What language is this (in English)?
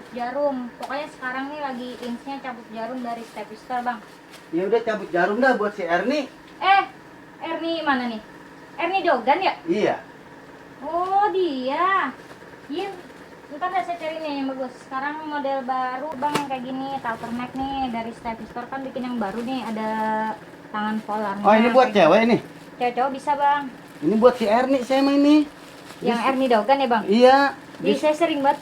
Betawi